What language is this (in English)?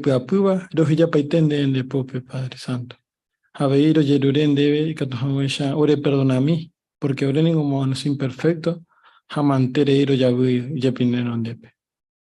Guarani